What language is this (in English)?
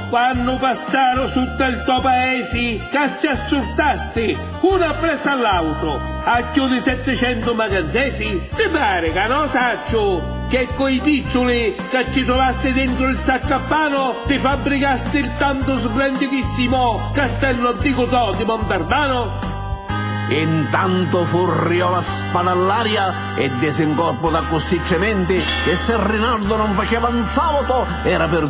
Sicilian